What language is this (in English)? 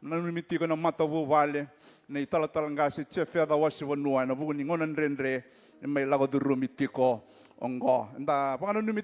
Fijian